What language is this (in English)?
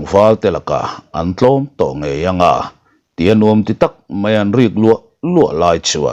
Mizo